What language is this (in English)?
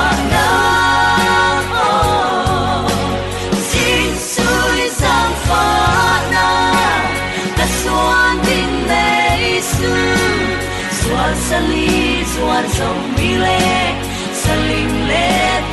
Falam Chin